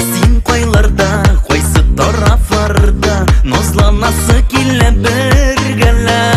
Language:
Bashkir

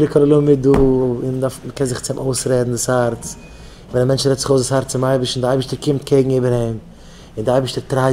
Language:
Yiddish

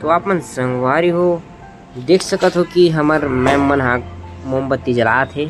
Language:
Chhattisgarhi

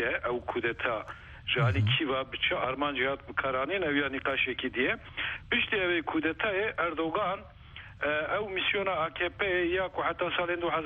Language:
Kurdish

